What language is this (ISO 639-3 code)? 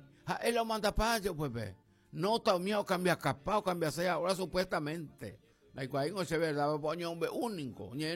grn